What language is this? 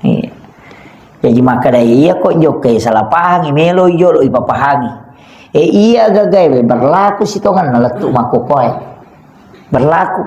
Buginese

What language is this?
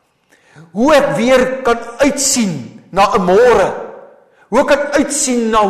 Afrikaans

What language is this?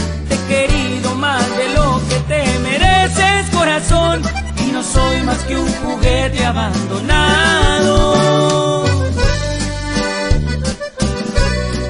Spanish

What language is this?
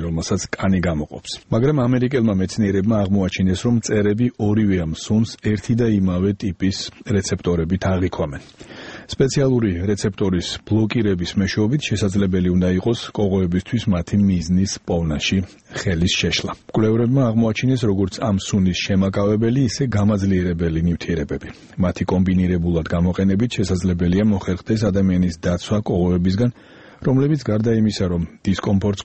Georgian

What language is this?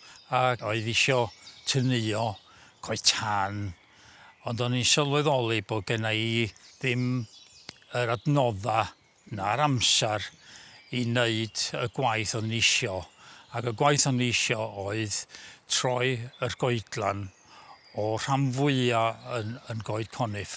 Welsh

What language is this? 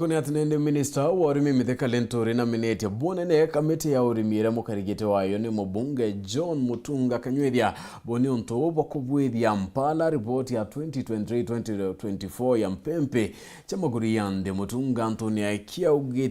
Meru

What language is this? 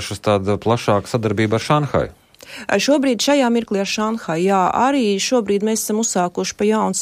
Latvian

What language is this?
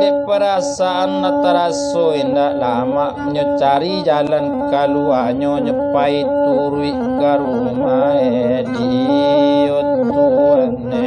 Minangkabau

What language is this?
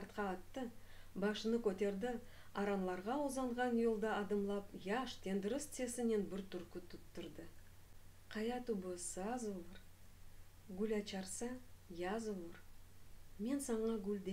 Crimean Tatar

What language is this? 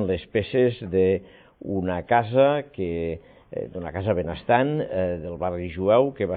Catalan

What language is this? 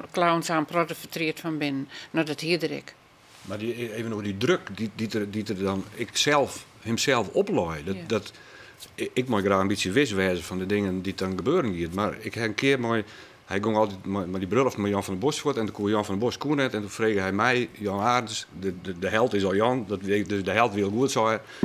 Western Frisian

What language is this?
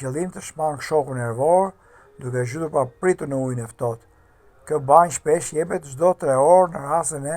Albanian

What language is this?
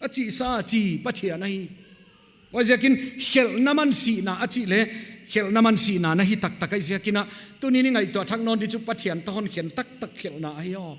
Paite Chin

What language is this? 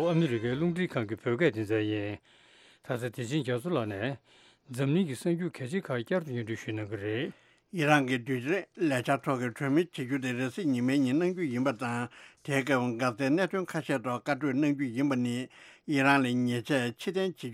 Tibetan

